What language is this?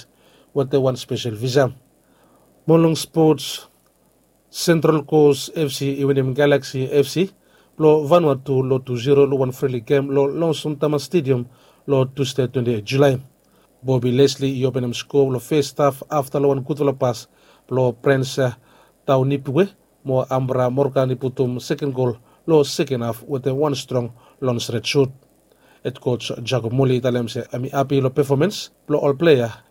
Bislama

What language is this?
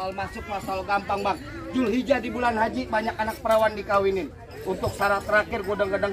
Betawi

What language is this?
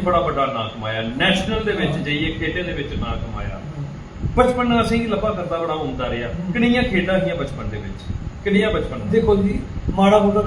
Dogri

